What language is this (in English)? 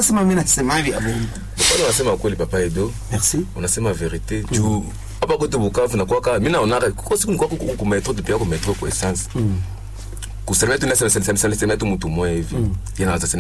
Swahili